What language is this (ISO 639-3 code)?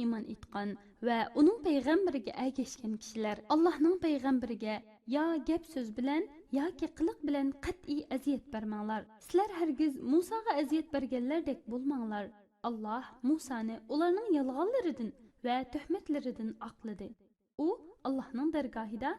uig